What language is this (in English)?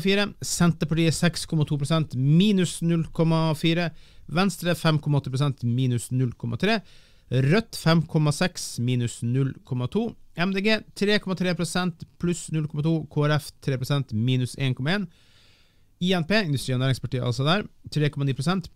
Norwegian